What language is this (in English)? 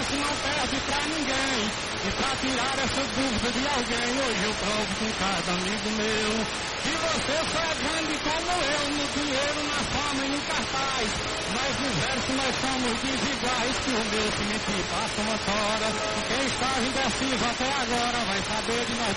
Portuguese